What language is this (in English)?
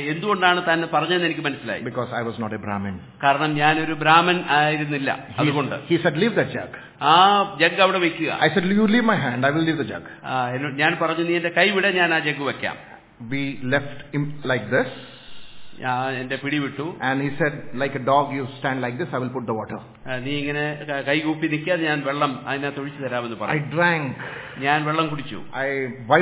Malayalam